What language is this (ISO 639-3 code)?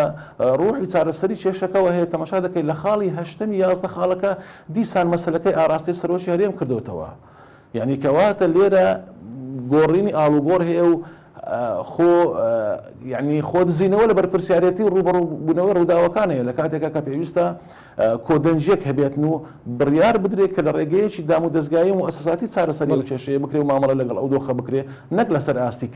ckb